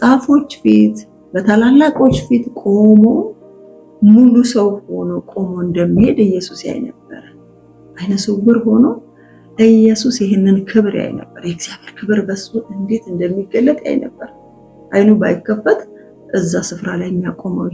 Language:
Amharic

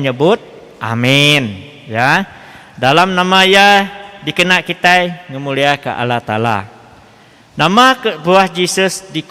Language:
Iban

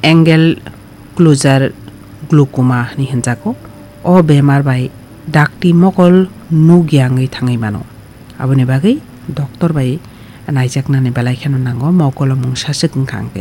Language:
Kok Borok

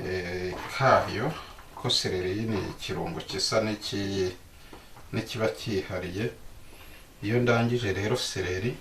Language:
Kinyarwanda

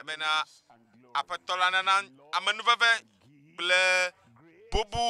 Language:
Ewe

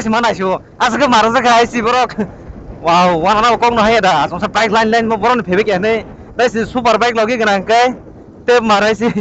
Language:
Kok Borok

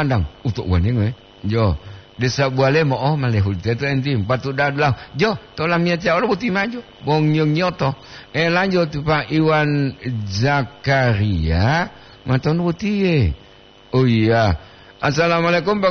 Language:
Gorontalo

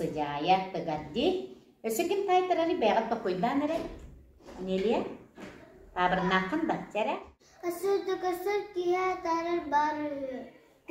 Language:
Yakut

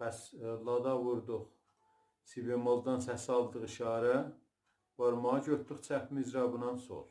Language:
South Azerbaijani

